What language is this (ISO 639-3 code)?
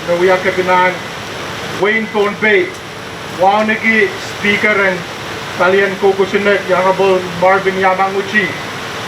pon